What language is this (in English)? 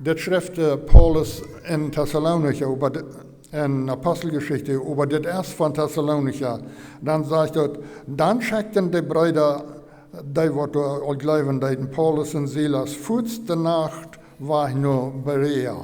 Plautdietsch